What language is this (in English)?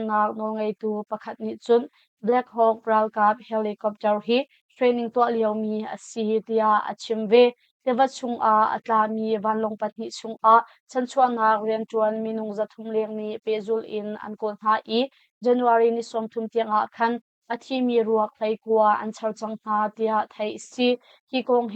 Hakha Chin